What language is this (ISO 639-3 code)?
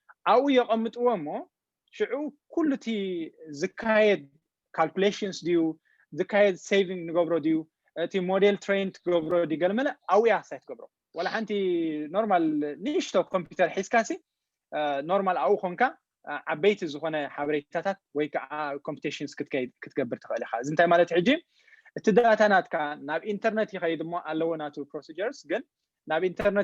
tir